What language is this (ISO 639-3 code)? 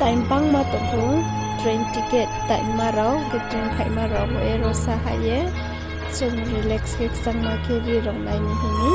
ria